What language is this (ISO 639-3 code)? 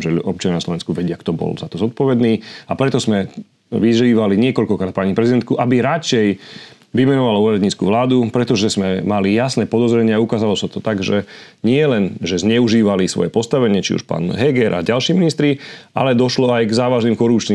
slk